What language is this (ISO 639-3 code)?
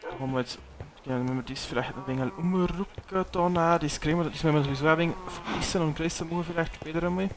bar